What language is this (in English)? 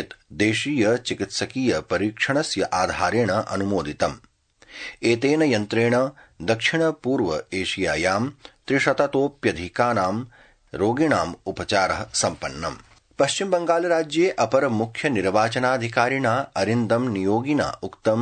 Sanskrit